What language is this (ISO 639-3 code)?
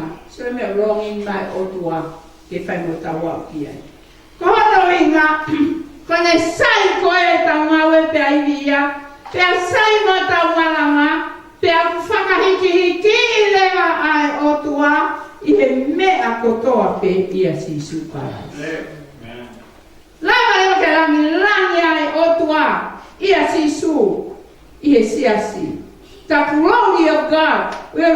ton